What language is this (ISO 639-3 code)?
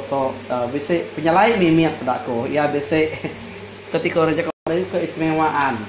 iba